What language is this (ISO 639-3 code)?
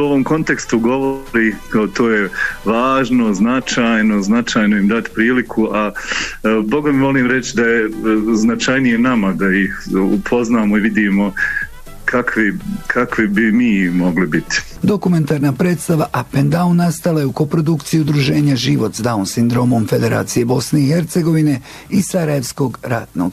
bos